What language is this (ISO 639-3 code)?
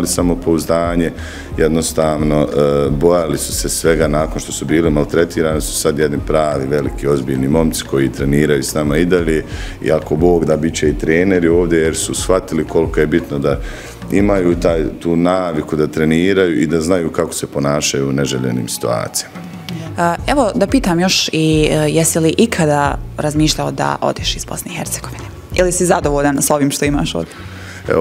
bos